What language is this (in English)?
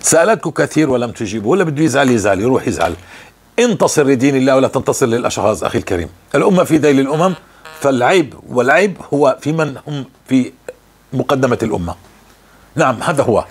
North Levantine Arabic